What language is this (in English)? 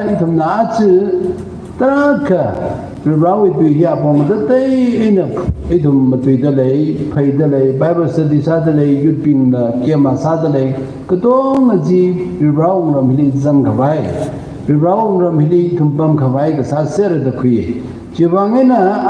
Tangkhul Naga (India)